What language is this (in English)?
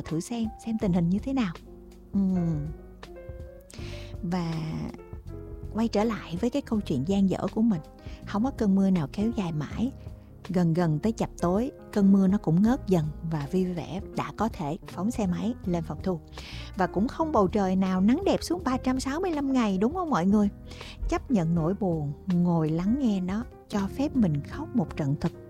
Vietnamese